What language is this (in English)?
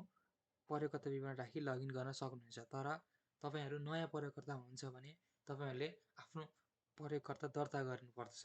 Nepali